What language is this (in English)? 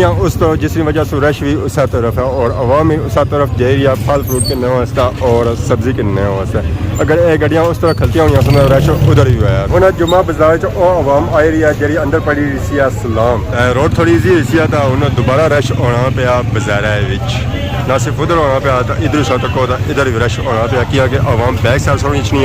Pahari-Potwari